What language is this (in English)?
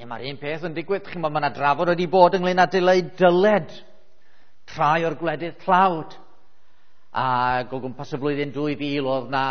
Welsh